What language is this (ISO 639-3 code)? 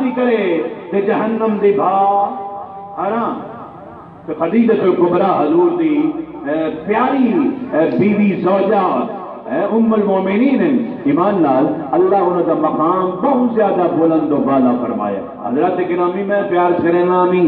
skr